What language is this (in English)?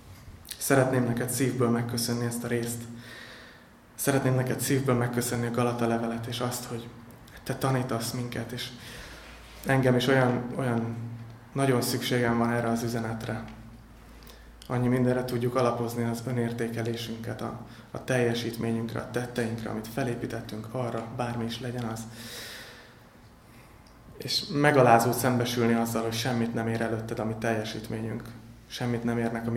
Hungarian